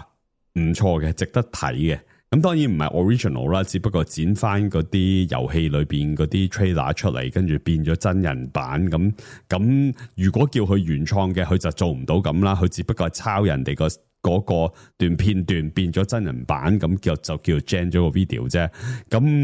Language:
Cantonese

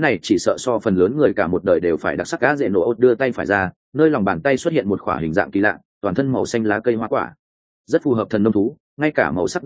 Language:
Vietnamese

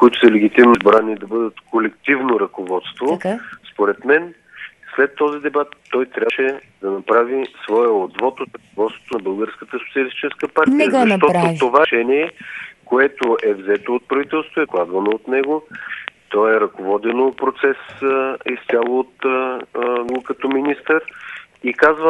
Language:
Bulgarian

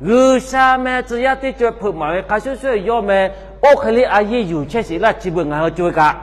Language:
Lahu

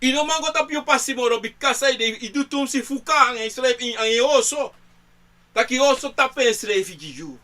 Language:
Sranan Tongo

